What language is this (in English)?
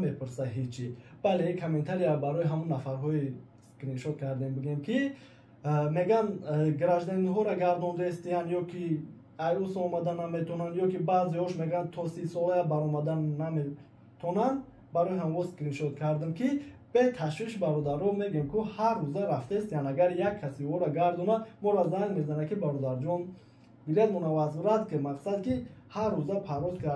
Tajik